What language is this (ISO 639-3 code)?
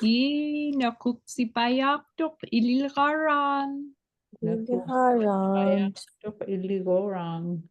ipk